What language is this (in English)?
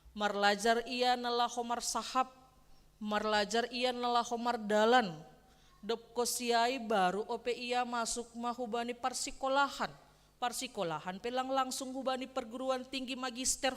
Batak Simalungun